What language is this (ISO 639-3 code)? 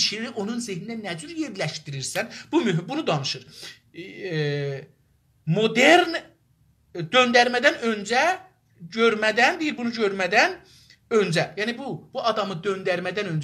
azb